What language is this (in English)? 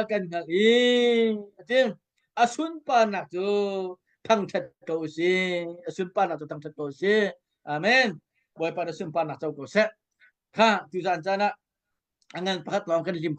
Hakha Chin